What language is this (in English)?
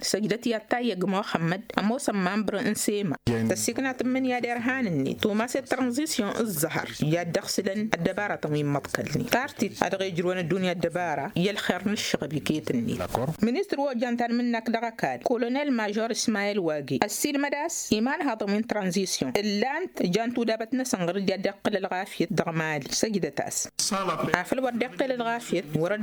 Tamasheq